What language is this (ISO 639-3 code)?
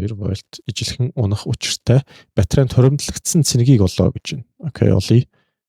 mon